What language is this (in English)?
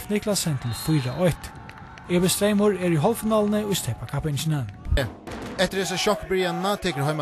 Faroese